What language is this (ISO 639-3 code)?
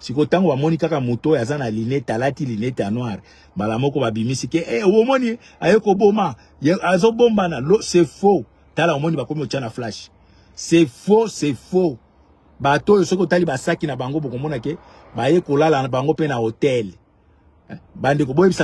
lin